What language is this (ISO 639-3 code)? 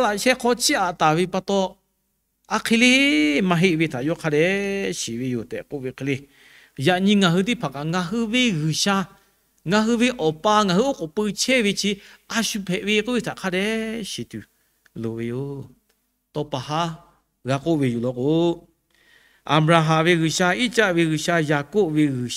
lhu